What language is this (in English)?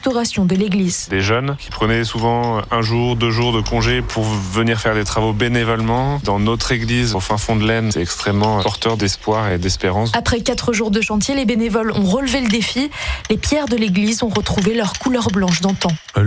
French